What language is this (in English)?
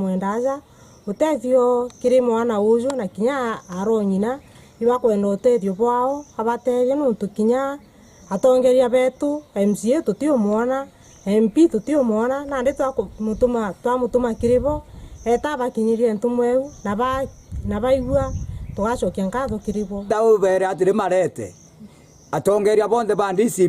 Meru